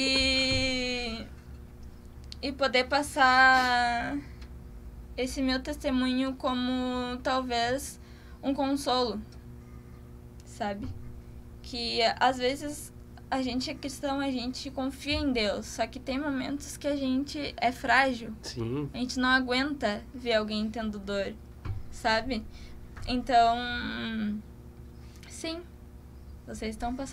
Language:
Portuguese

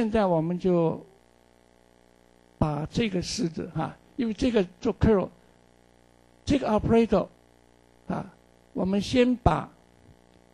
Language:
Chinese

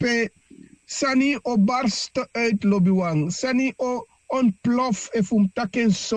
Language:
Sranan Tongo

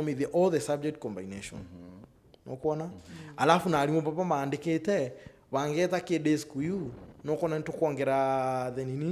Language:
Meru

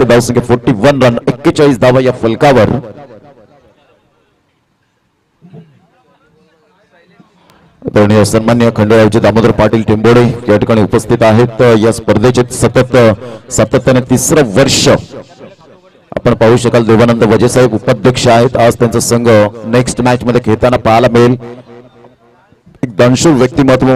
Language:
Marathi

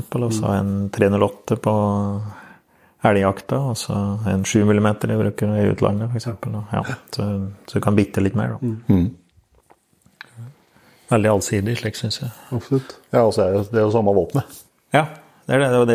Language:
Norwegian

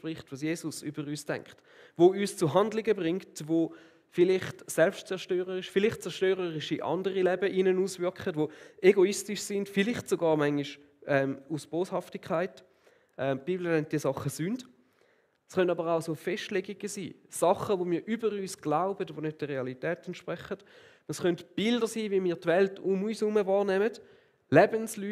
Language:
Swiss German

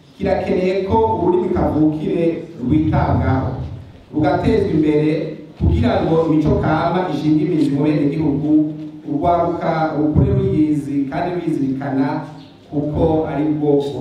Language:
Rundi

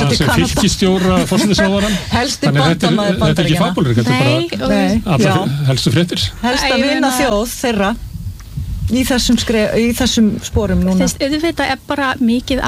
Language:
Icelandic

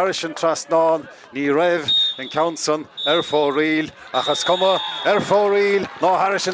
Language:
Irish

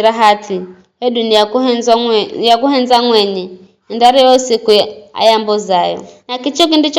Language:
Giryama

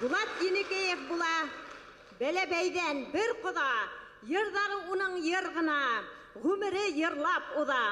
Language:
Bashkir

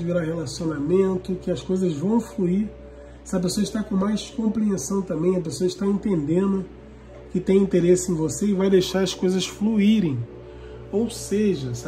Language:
Portuguese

